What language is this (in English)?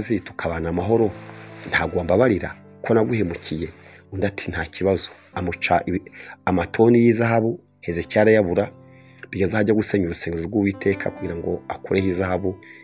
Kinyarwanda